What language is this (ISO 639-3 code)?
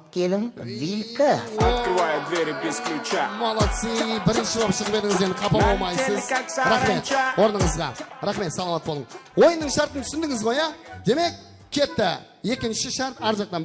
kaa